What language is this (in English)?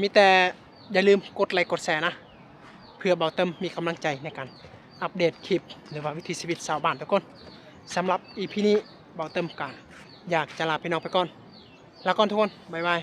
Lao